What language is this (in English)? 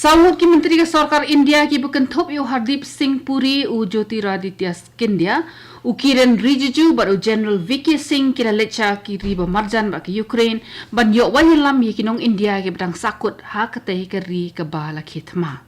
Khasi